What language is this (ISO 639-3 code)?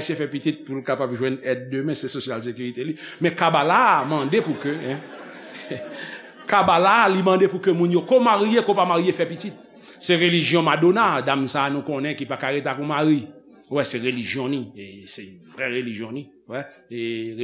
hat